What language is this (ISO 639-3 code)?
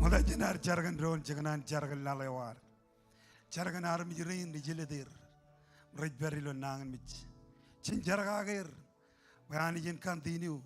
mah